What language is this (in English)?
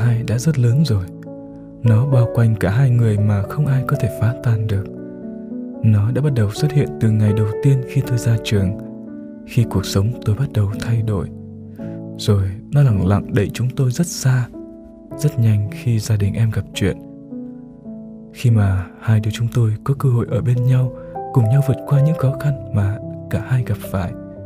Vietnamese